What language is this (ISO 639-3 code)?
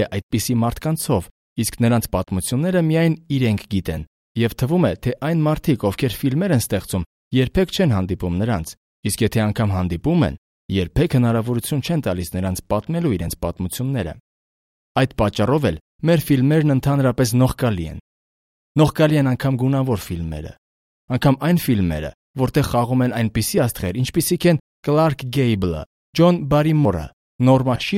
hye